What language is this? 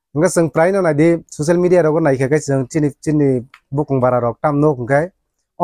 Kok Borok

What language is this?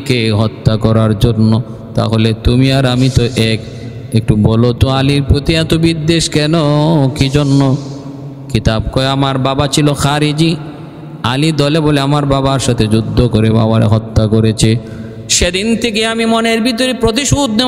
Bangla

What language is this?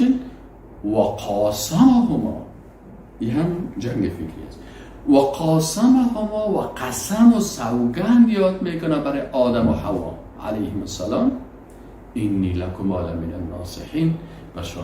Persian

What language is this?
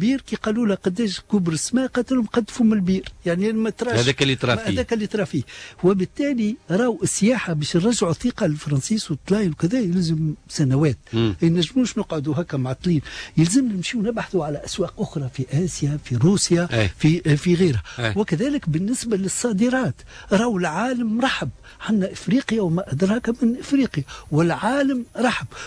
Tunisian Arabic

